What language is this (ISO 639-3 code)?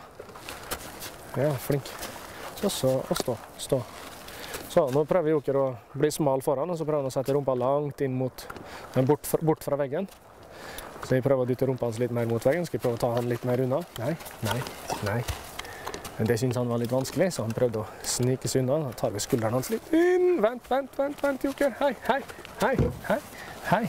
nor